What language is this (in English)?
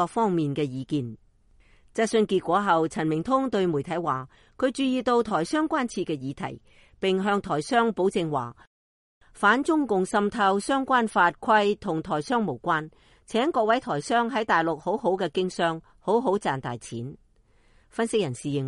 Cantonese